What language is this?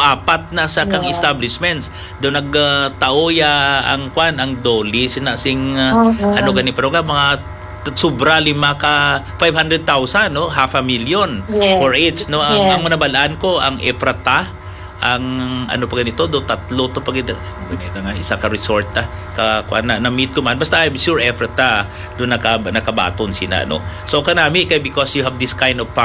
Hiligaynon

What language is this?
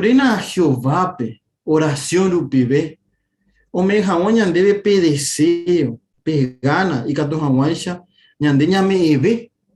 Guarani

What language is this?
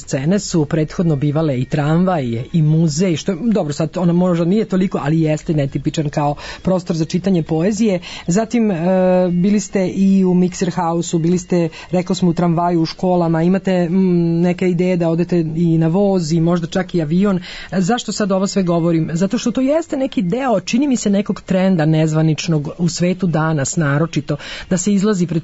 Serbian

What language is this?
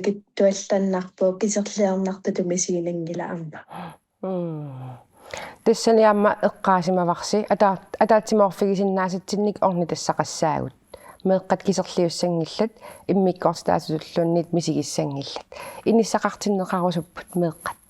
Kalaallisut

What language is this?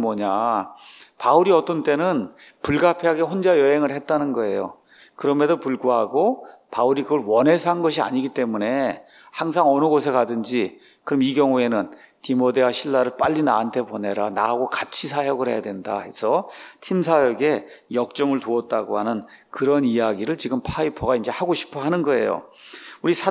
Korean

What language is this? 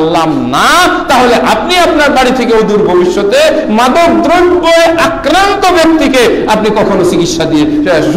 Bangla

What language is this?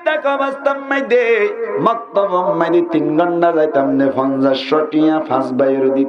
Rohingya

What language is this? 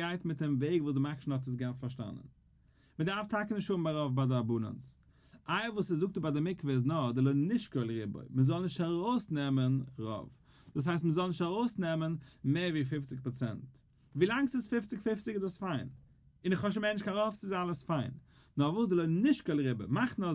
Yiddish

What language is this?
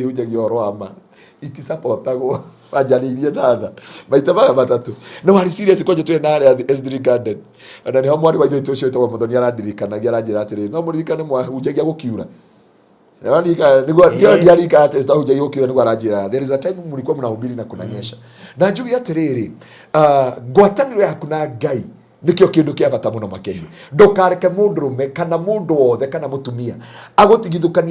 Kikuyu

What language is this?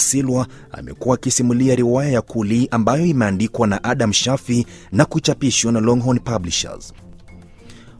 Swahili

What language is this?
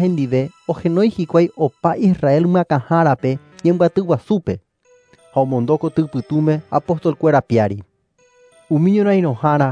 Guarani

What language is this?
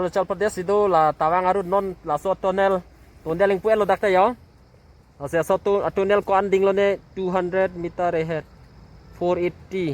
Karbi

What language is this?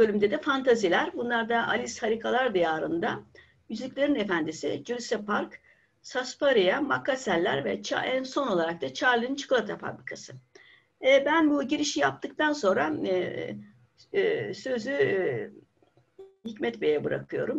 Turkish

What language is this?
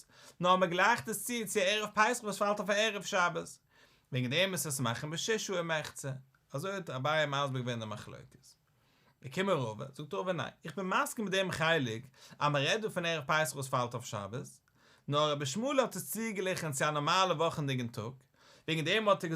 Yiddish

